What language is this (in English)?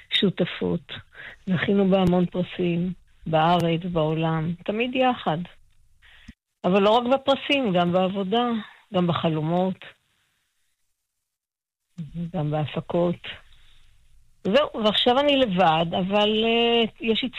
Hebrew